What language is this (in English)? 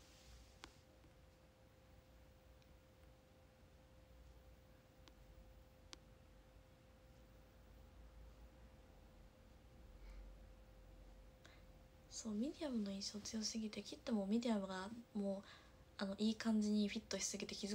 Japanese